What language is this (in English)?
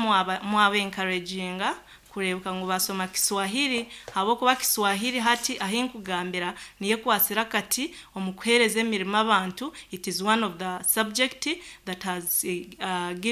Nyankole